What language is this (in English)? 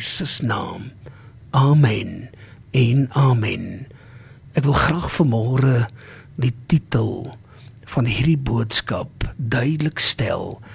Afrikaans